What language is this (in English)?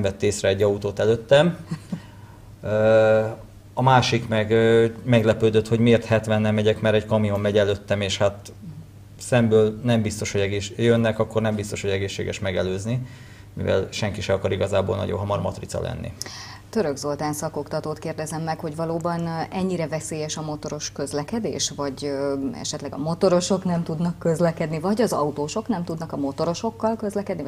Hungarian